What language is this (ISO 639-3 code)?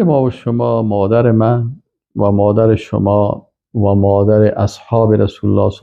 fas